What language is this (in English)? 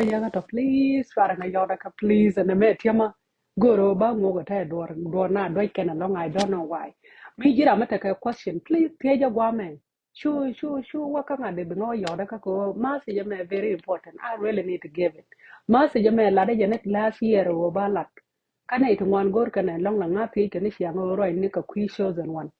Nuer